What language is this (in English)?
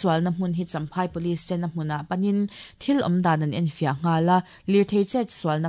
Mizo